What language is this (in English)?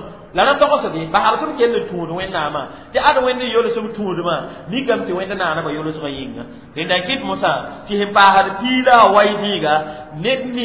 Mossi